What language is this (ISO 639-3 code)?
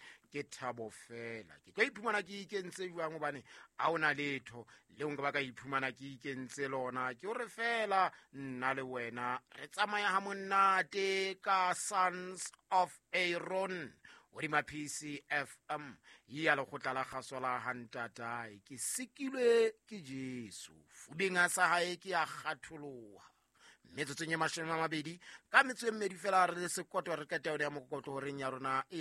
sot